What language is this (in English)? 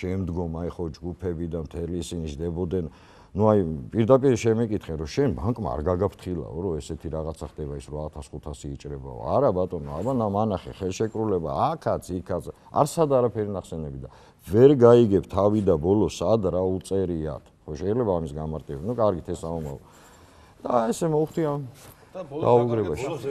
Georgian